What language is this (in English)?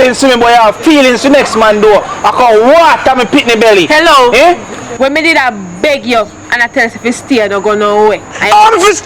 Jamaican Creole English